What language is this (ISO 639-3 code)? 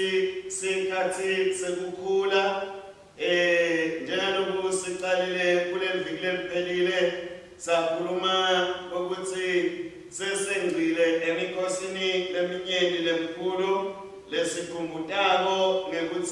ssw